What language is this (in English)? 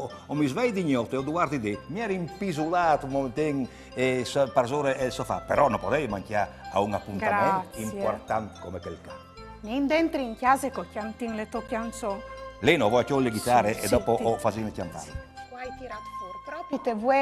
Friulian